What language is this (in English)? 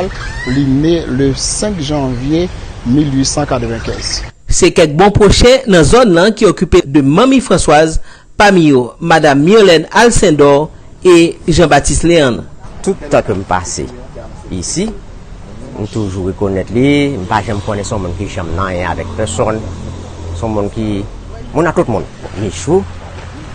Haitian Creole